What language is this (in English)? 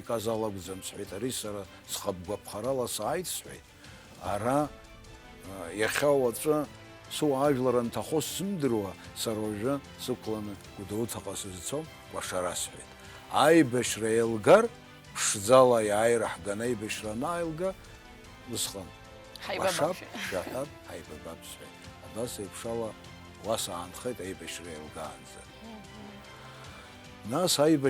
Abkhazian